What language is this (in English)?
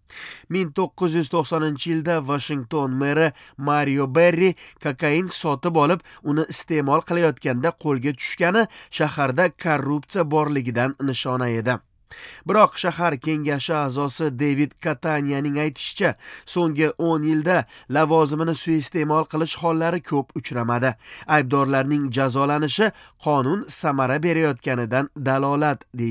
Uzbek